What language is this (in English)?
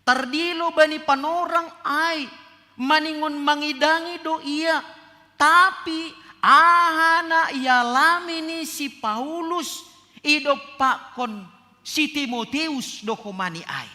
Batak Simalungun